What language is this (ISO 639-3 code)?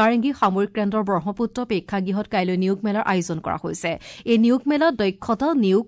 asm